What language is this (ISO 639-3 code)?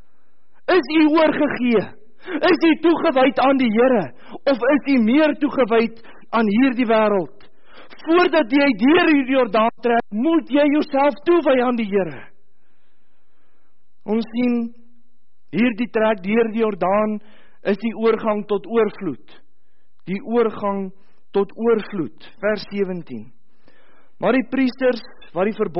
afr